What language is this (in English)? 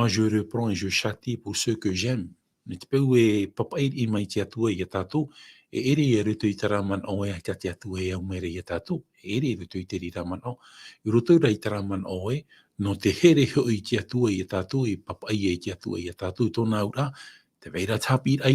Tahitian